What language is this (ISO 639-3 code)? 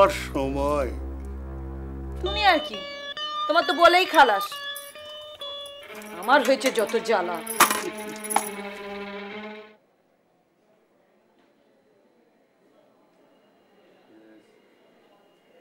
ben